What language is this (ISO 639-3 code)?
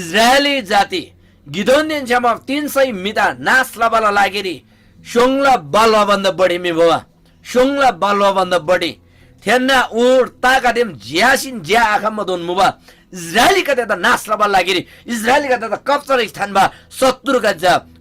taj